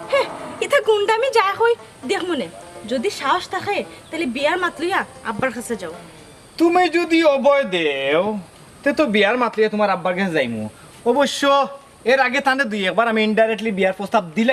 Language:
Sylheti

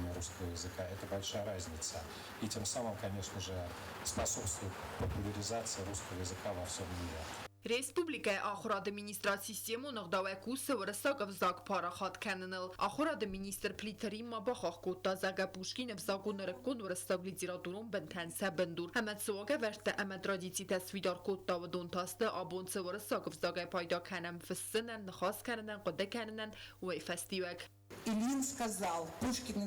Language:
Ossetic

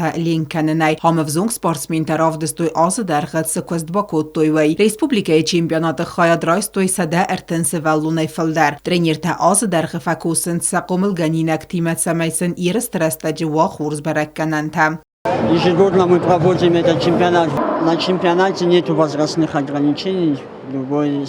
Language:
Ossetic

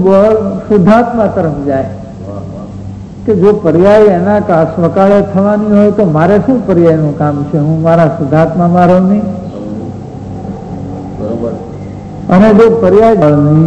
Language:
Gujarati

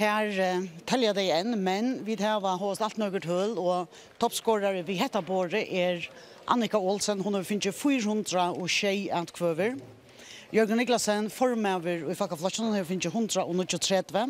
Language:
Faroese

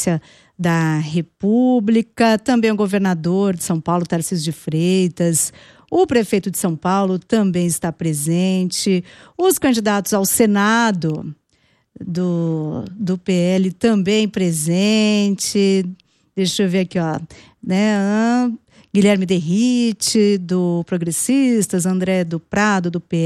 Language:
Portuguese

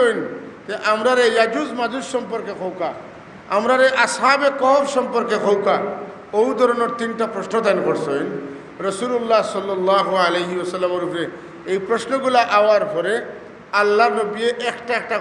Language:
Sylheti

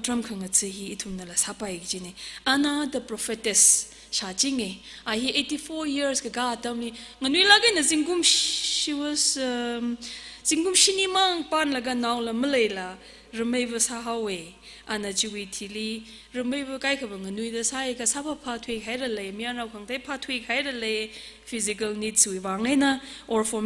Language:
Tangkhul Naga (India)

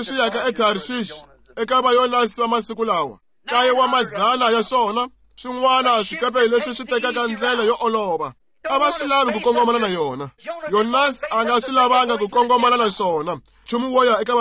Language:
Tsonga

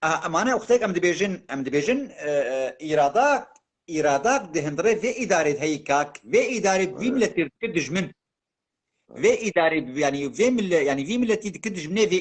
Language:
Kurdish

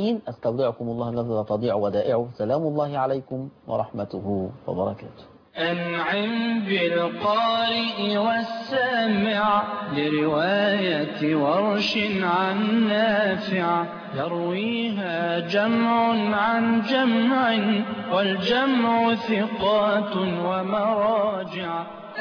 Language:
Arabic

